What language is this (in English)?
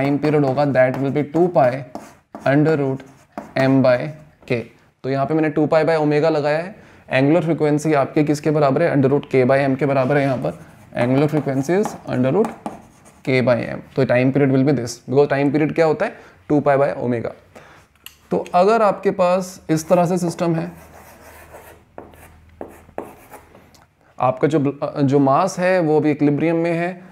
Hindi